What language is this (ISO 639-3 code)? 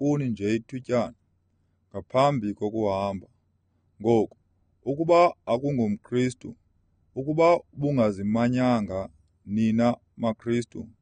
xho